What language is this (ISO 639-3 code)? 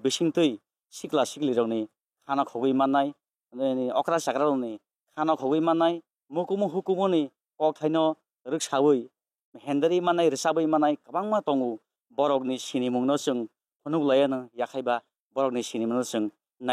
trp